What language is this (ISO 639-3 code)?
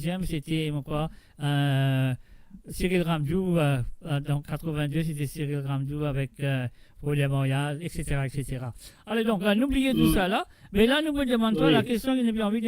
mfe